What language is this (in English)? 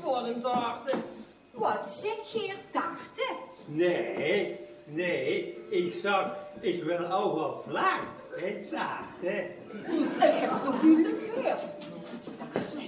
Limburgish